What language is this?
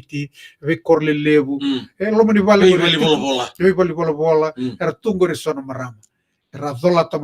Fijian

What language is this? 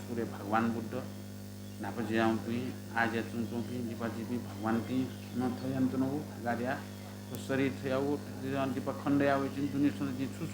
Newari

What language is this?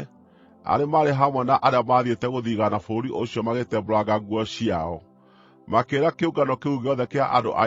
Kikuyu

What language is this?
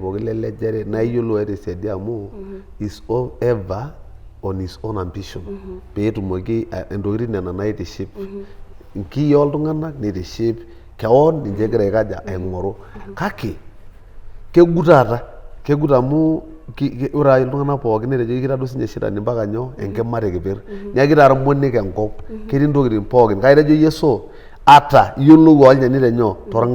Masai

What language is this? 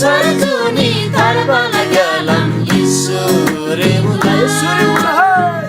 Eastern Tamang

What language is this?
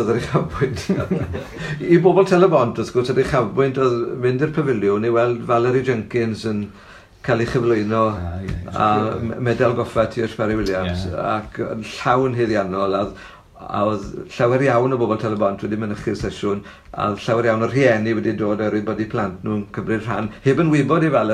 Welsh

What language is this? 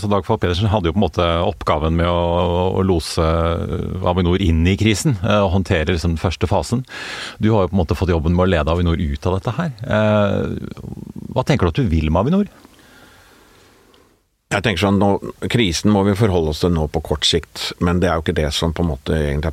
Norwegian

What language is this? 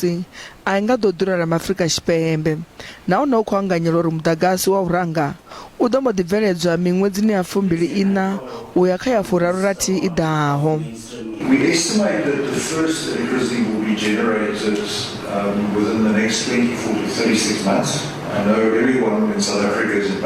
Venda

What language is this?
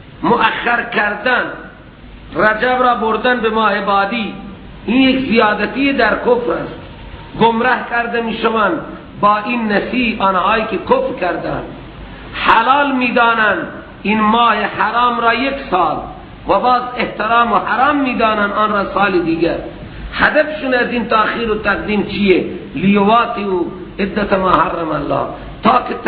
Persian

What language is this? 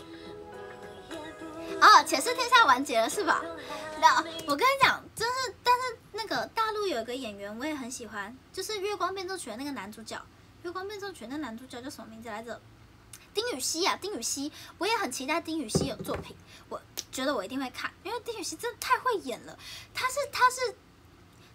Chinese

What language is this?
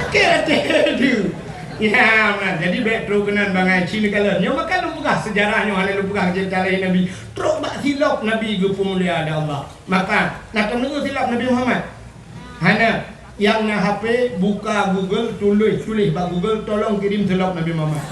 Achinese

